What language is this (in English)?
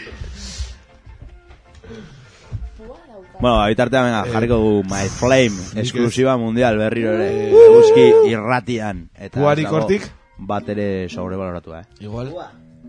Basque